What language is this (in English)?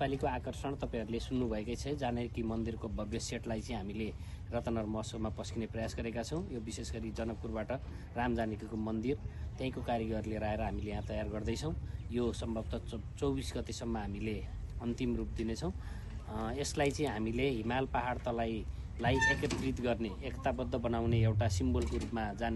Nepali